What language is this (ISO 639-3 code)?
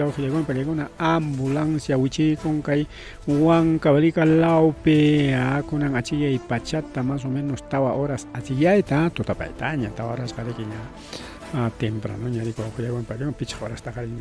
quy